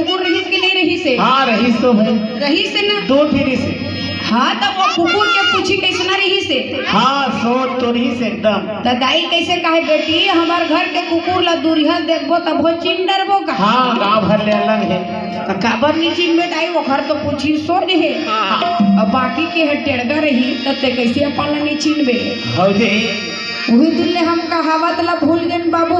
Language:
Chhattisgarhi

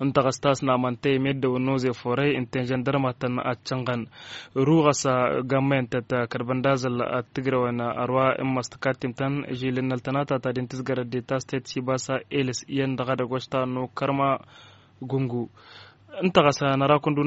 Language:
Tamasheq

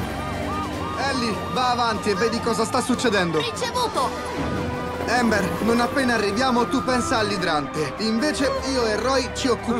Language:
Italian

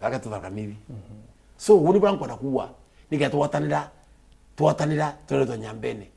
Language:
Meru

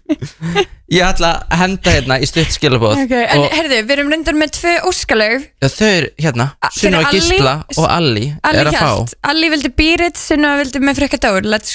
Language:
Icelandic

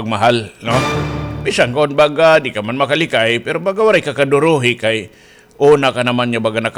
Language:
Waray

